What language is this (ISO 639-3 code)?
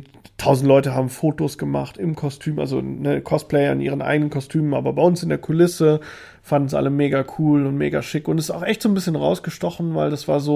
deu